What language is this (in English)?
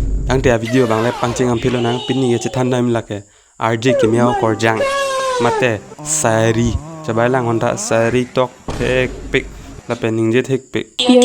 Karbi